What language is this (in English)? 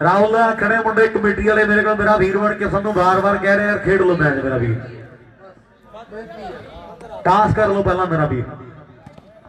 Punjabi